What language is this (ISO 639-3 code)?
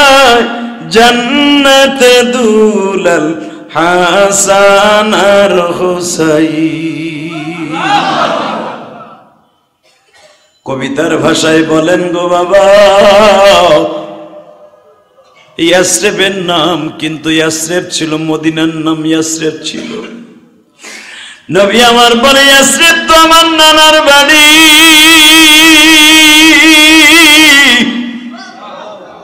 ben